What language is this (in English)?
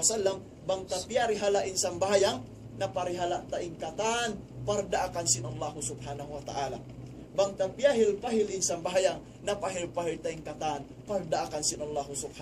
Tausug